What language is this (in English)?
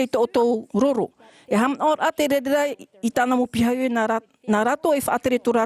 Tahitian